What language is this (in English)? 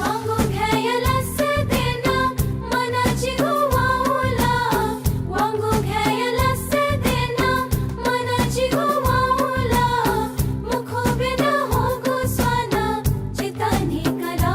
Newari